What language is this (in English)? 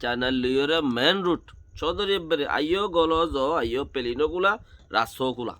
Rohingya